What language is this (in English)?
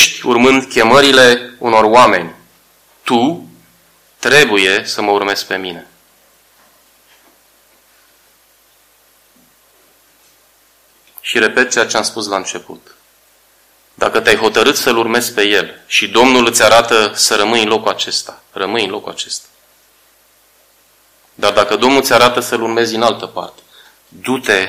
Romanian